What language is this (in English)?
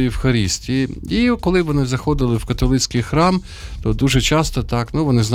Ukrainian